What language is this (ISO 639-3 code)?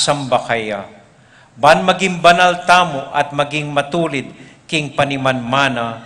pam